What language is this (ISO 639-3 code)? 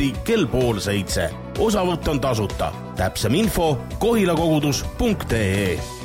est